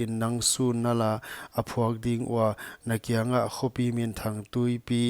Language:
Paite Chin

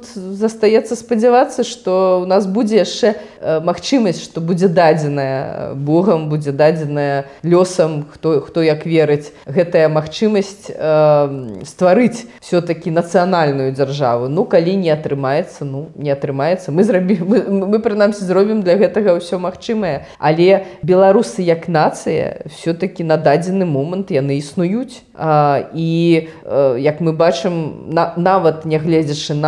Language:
Belarusian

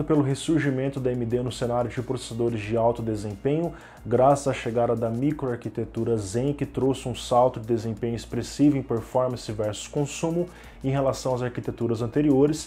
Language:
Portuguese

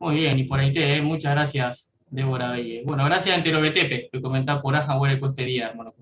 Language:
Guarani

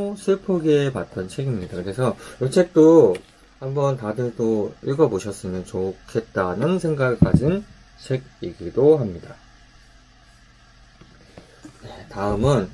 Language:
Korean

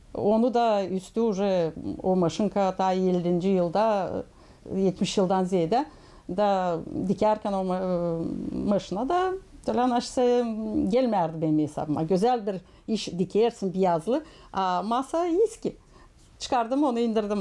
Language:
Gagauz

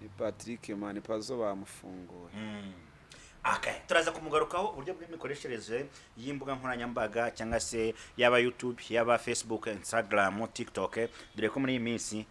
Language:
Kinyarwanda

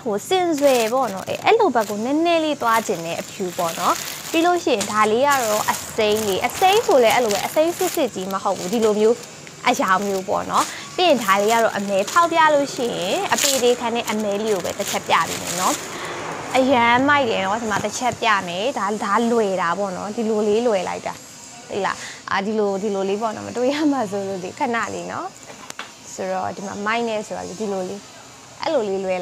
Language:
Burmese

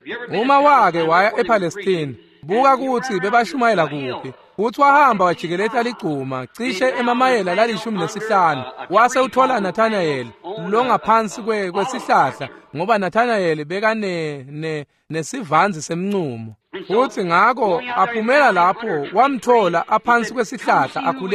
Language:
Swati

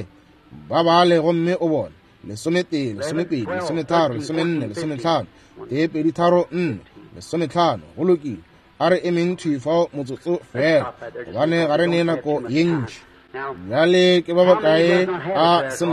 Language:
Northern Sotho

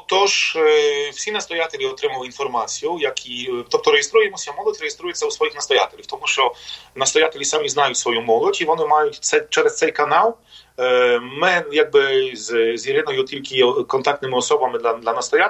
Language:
Ukrainian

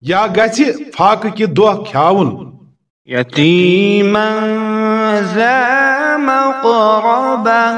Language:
Kashmiri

